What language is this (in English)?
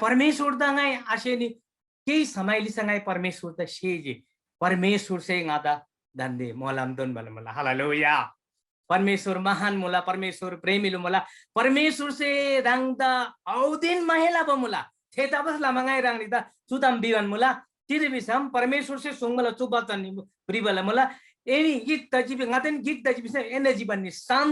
Eastern Tamang